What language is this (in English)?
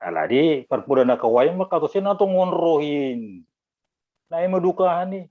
Batak Simalungun